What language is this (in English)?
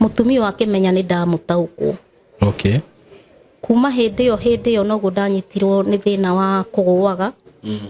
Kikuyu